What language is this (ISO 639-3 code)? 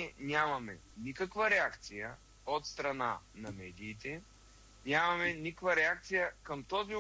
bul